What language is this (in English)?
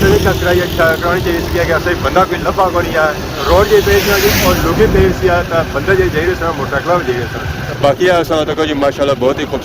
Pahari-Potwari